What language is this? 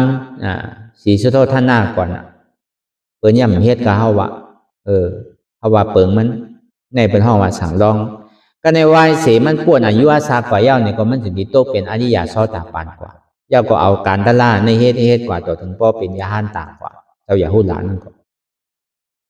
Shan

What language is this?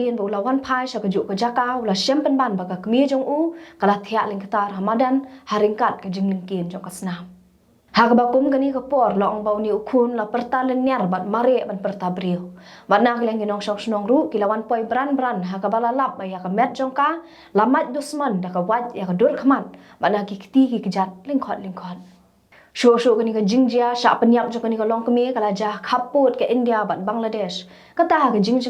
Khasi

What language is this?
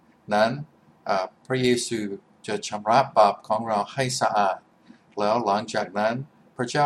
Thai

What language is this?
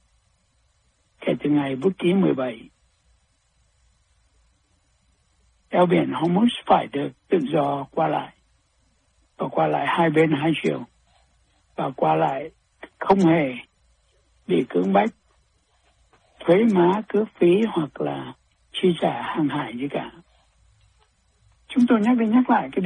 Vietnamese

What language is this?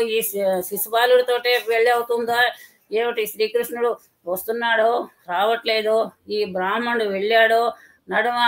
Telugu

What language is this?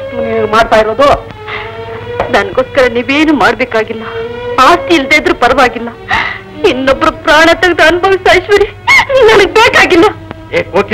Kannada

